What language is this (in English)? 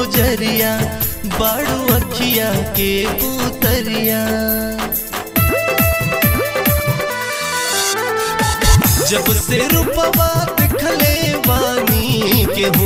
Bhojpuri